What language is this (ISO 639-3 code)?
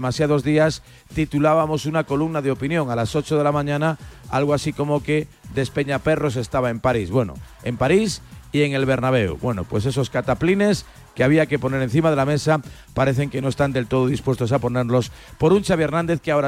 spa